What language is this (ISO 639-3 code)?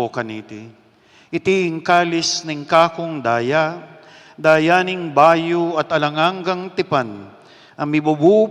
pam